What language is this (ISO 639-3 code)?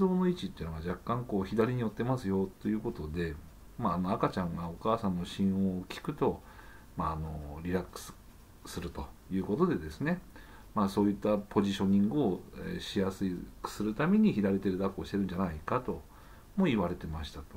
jpn